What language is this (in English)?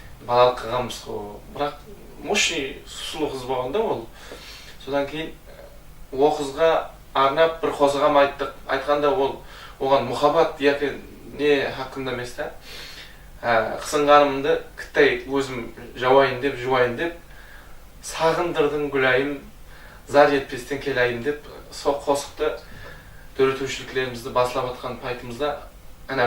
Kara-Kalpak